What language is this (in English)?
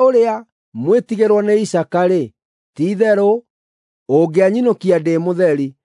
Kikuyu